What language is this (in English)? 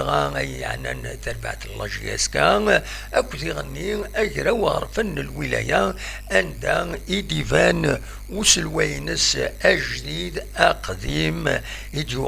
Kabyle